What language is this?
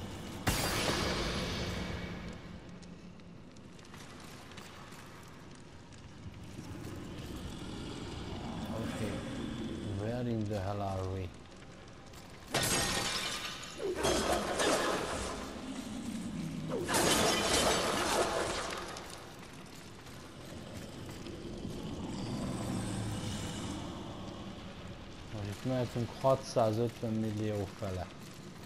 Hungarian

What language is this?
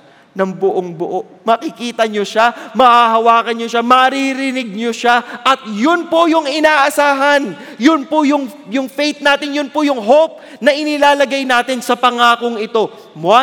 Filipino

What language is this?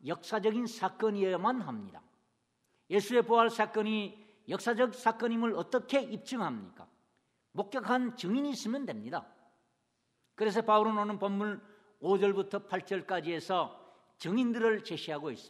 Korean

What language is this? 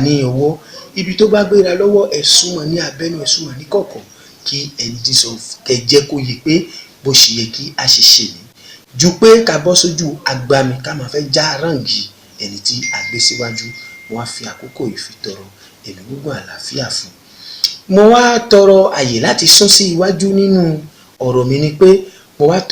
Yoruba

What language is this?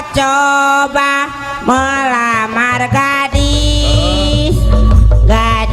Sundanese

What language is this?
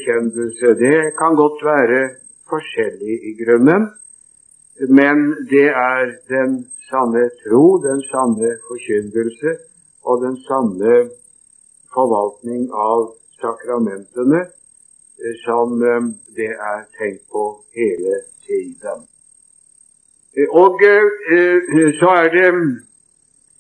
Norwegian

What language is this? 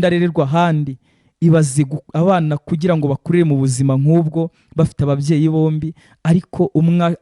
Kinyarwanda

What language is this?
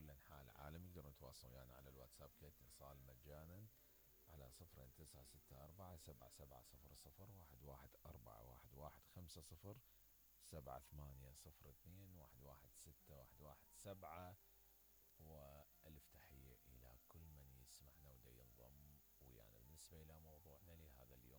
Mesopotamian Arabic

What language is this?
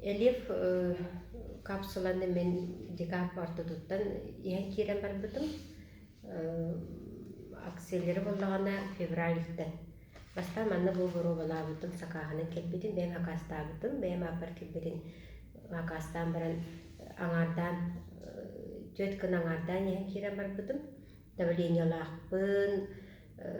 Yakut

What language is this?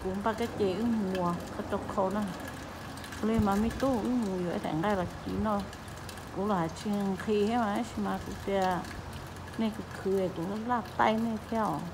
Hmong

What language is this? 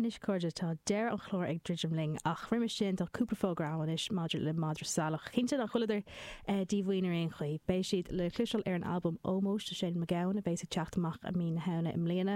Irish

